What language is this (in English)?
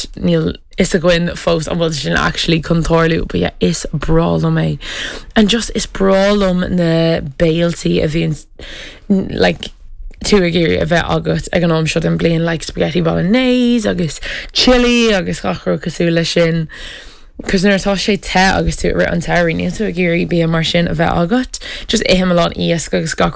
Irish